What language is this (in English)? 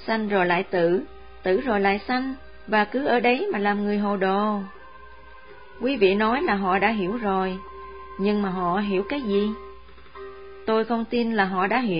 Vietnamese